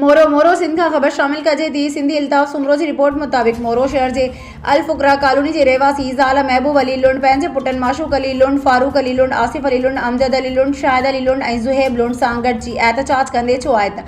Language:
Sindhi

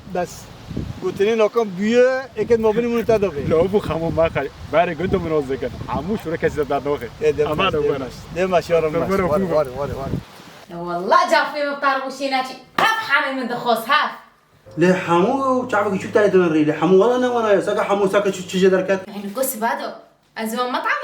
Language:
Kurdish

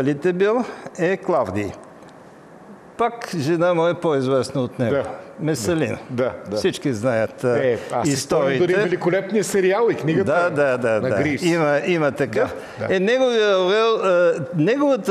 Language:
Bulgarian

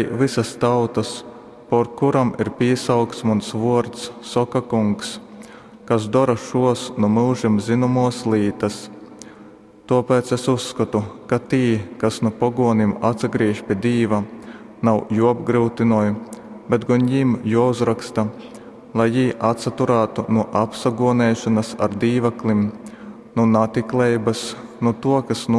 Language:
Latgalian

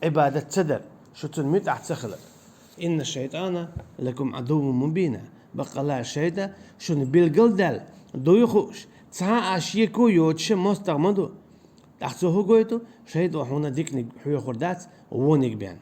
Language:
Chechen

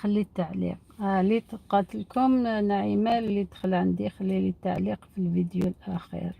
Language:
Algerian Arabic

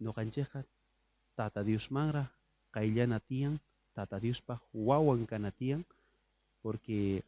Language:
South Bolivian Quechua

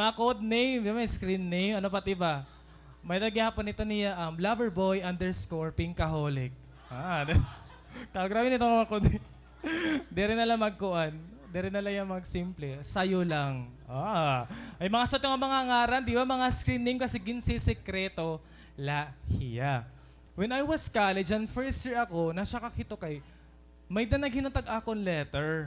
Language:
Waray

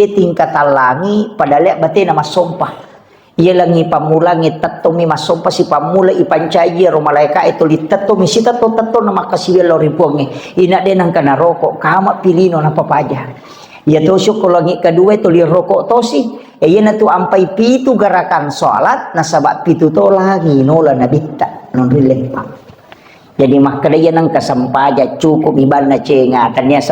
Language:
Buginese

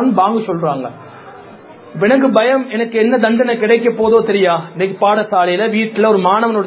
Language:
Tamil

